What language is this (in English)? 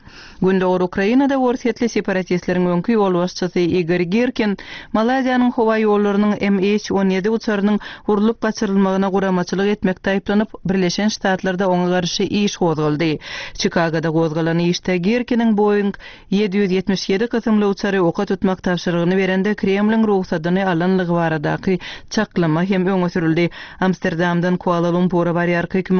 Turkmen